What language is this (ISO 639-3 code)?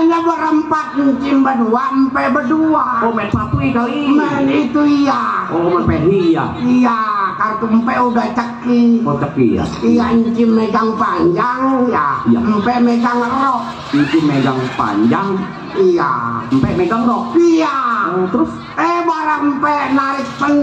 bew